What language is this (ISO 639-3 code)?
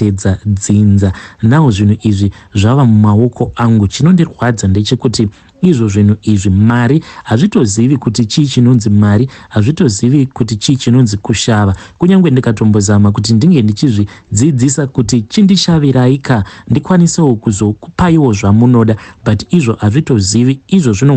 sna